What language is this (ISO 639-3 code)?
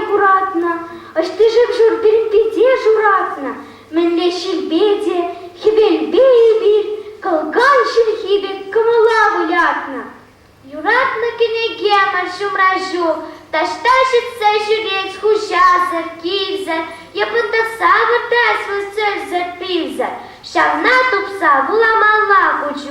chv